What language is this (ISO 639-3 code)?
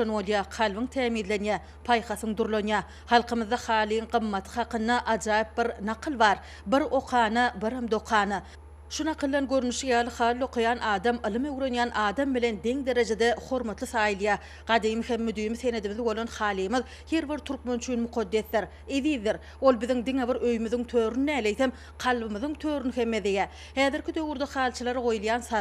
tuk